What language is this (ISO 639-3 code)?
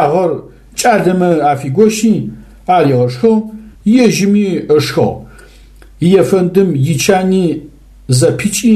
ady